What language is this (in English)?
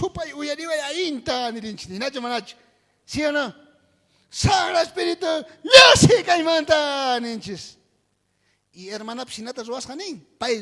South Bolivian Quechua